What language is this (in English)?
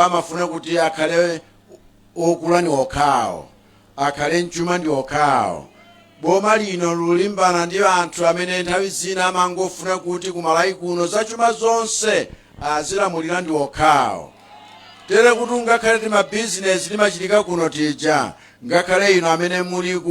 Nyanja